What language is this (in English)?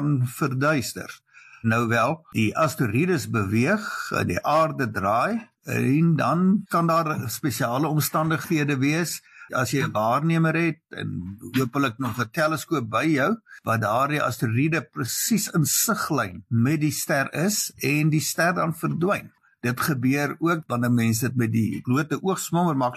Afrikaans